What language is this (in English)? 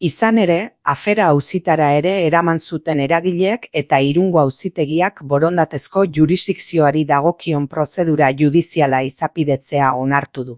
Basque